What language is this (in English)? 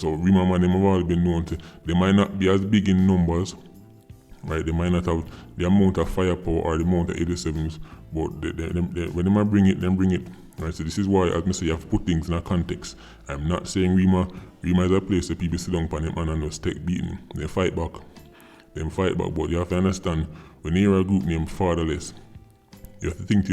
Jamaican Creole English